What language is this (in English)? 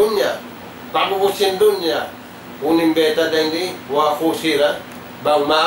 Tausug